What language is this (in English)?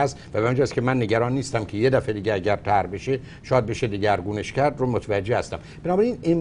Persian